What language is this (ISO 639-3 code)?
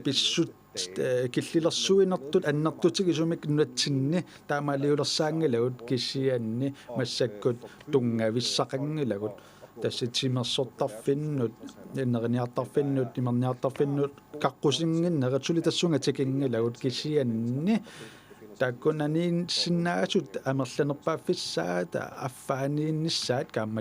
kal